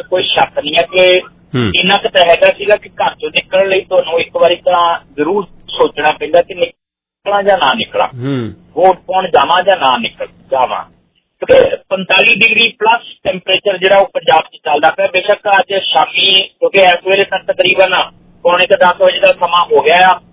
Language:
Punjabi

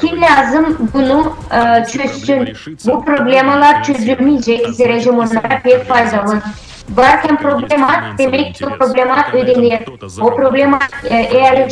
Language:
Gagauz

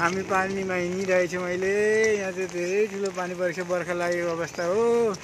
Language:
Nepali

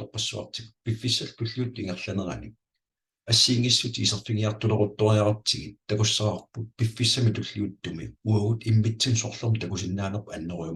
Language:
Kalaallisut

